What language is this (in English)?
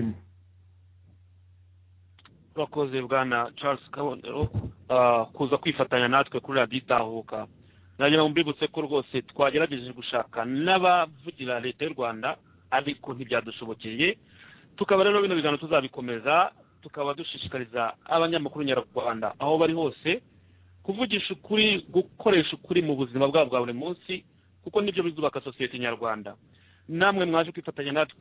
Kinyarwanda